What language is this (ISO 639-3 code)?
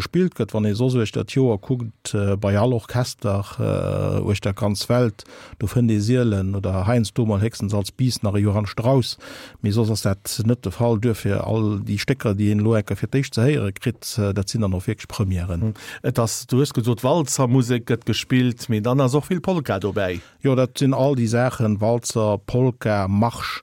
ltz